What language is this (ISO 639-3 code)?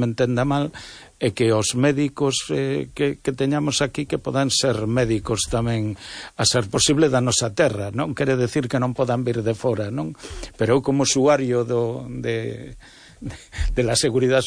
glg